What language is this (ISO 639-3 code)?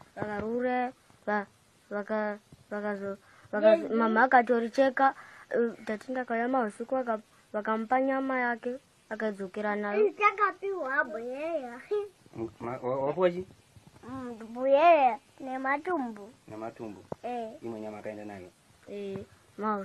sna